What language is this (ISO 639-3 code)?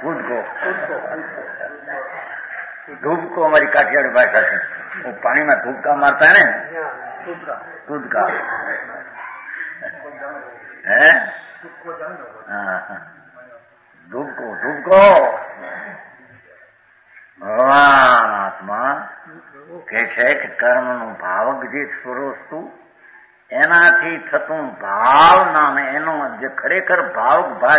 guj